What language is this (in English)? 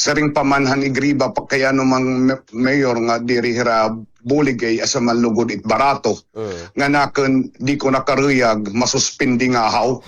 Waray